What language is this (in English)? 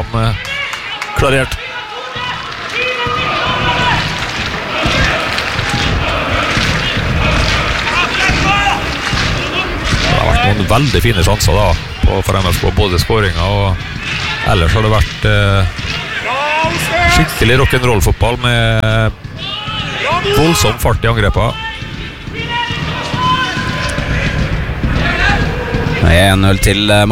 Norwegian